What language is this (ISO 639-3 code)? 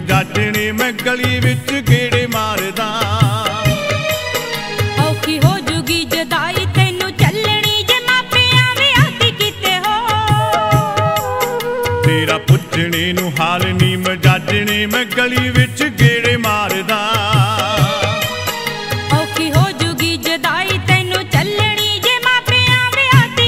pan